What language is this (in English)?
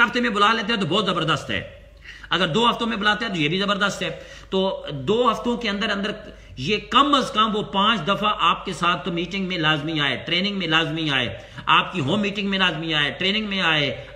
Urdu